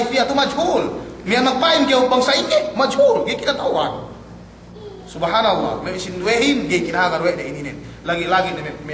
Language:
Yakan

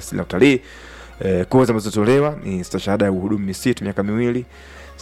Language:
Swahili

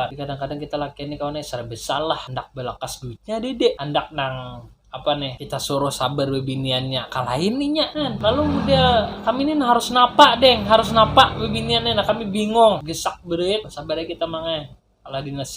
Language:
Banjar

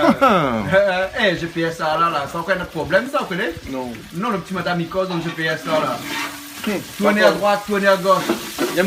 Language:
Réunion Creole French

